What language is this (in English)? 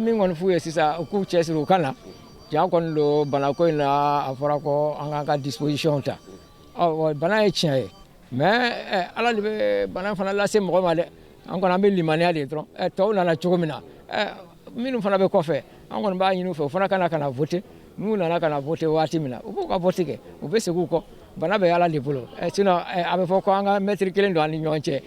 Bambara